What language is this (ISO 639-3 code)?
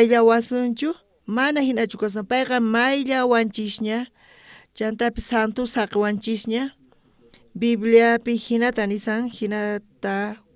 quh